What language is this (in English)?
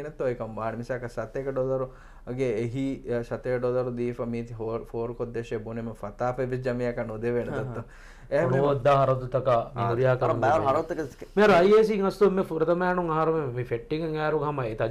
Divehi